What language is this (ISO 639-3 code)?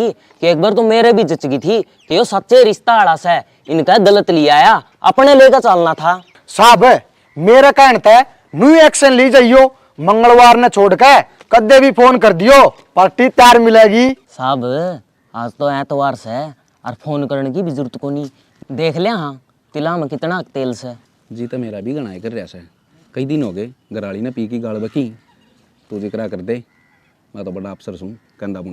bgc